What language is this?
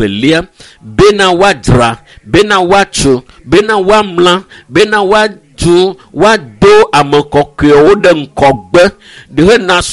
Ewe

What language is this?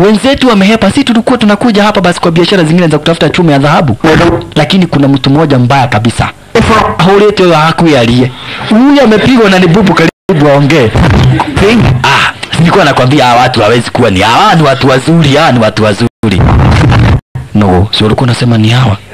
Swahili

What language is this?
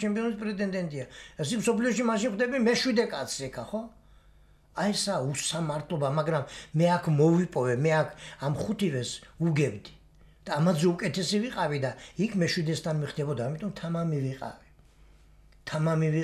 Georgian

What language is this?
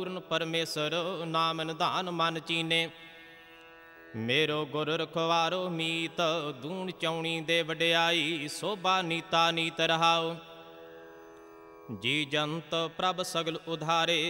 Punjabi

